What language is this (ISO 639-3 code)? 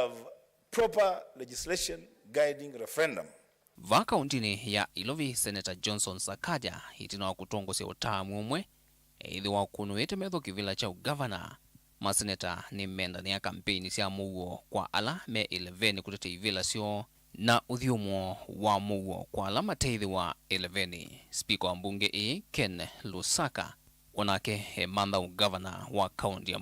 kam